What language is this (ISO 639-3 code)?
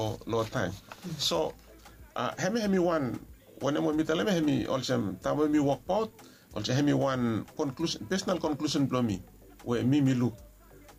bis